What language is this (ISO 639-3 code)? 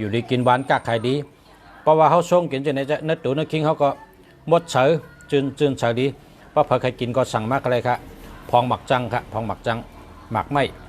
shn